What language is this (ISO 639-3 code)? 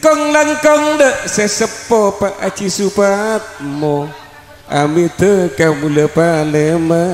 mad